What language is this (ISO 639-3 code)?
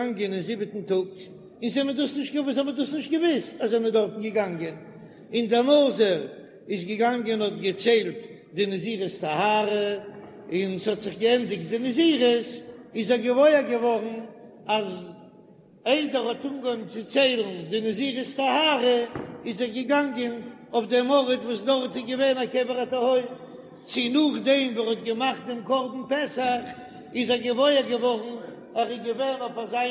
yid